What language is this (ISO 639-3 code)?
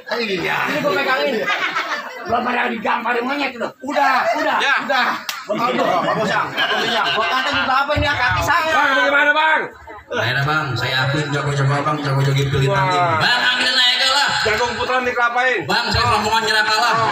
bew